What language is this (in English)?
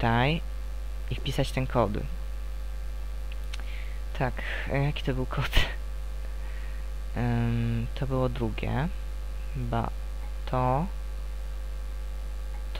Polish